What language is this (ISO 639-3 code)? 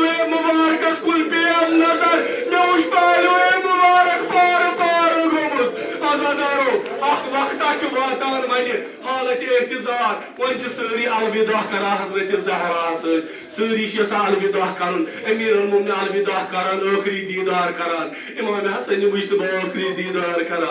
kas